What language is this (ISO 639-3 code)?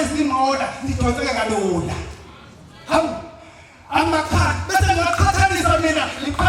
zul